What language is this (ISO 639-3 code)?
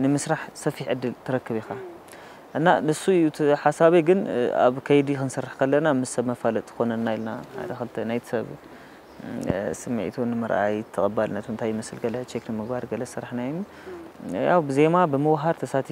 tir